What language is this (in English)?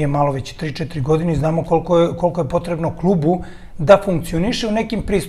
Serbian